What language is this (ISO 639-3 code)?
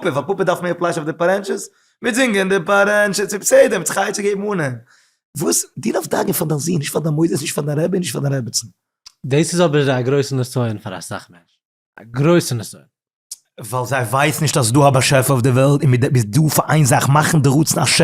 yid